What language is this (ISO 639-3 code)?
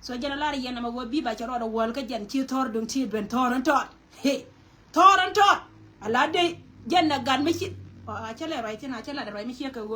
nus